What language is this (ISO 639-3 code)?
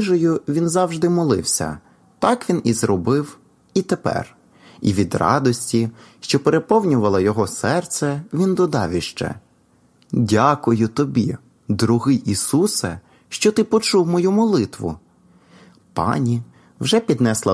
ukr